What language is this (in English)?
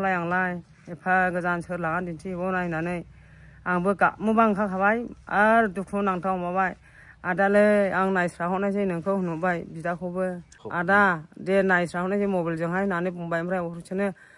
Bodo